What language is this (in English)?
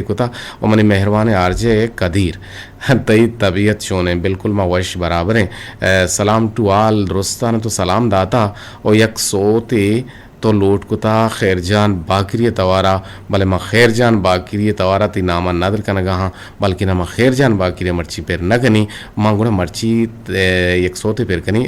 Eastern Balochi